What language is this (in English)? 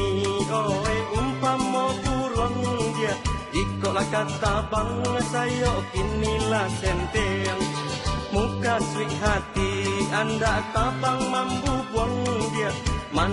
Minangkabau